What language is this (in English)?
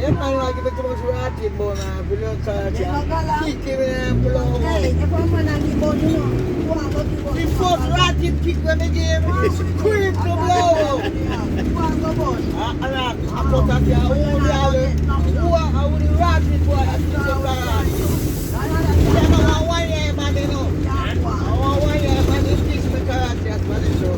Jamaican Creole English